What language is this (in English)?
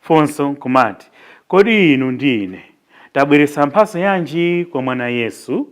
Nyanja